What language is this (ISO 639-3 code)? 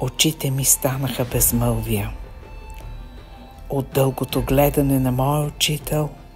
bul